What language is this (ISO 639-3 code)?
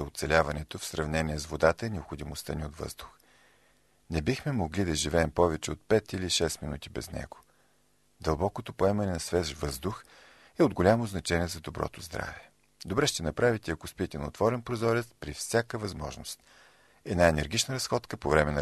bul